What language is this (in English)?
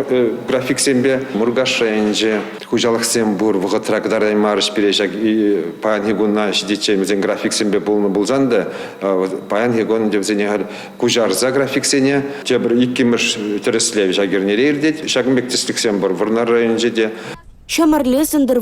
Chuvash